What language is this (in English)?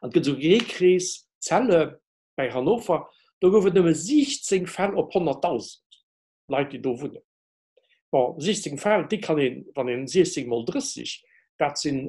Luxembourgish